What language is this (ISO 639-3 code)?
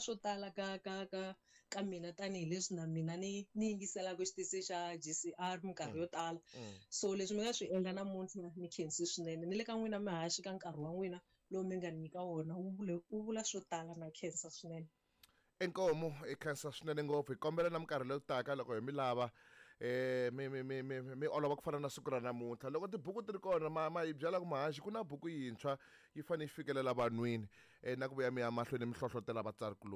tso